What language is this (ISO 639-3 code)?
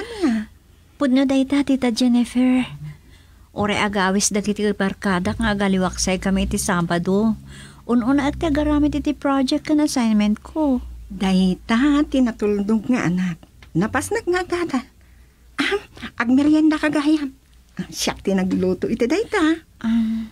ilo